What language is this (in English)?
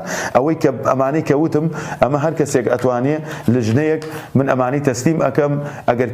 Central Kurdish